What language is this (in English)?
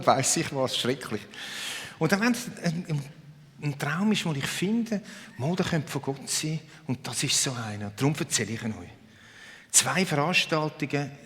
Swiss German